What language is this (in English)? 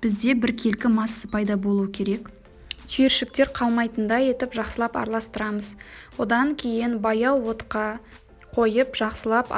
Kazakh